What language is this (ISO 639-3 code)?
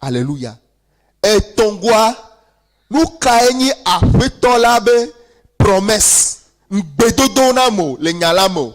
ewe